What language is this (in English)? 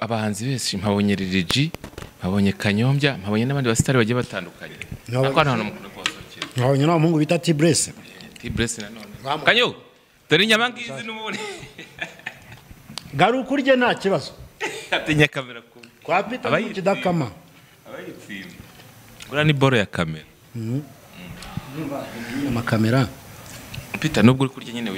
Kinyarwanda